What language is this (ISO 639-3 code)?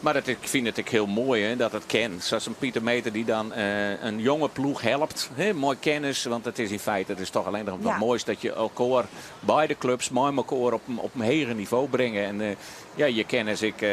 fry